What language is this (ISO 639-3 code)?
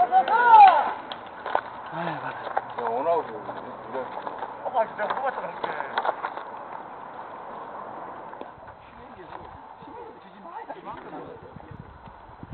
kor